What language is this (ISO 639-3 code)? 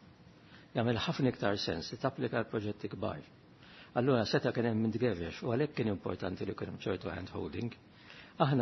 mlt